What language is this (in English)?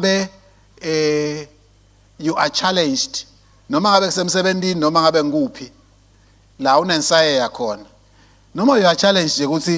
Swati